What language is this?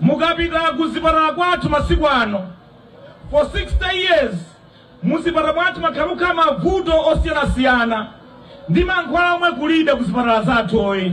Nyanja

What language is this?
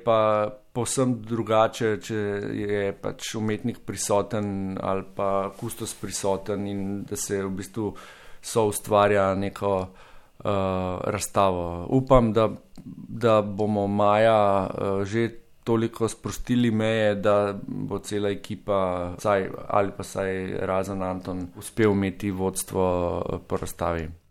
Slovenian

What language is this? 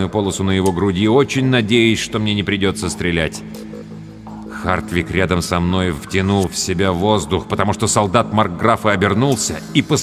Russian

